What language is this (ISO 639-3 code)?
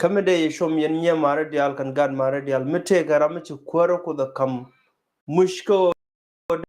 nus